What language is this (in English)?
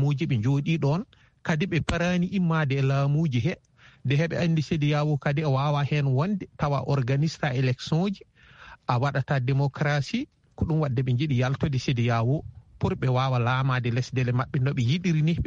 Fula